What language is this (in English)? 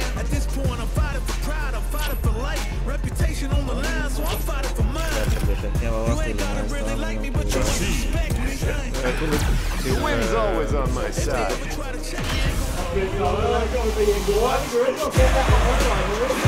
Norwegian